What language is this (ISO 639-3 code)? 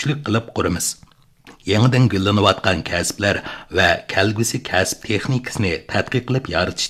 uig